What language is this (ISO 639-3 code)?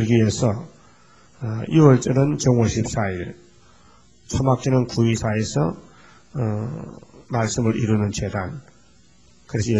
kor